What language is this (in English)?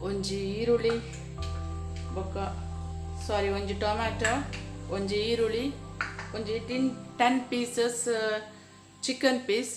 Tulu